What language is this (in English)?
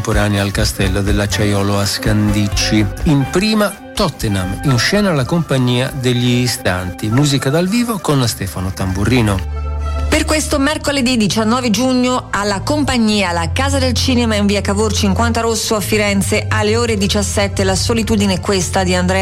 Italian